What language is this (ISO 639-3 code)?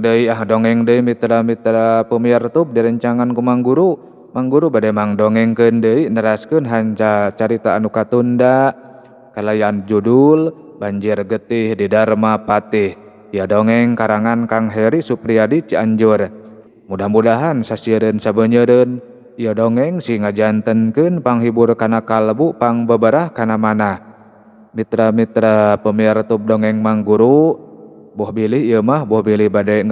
sun